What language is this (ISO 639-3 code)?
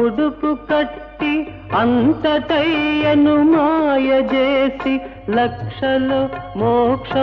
tel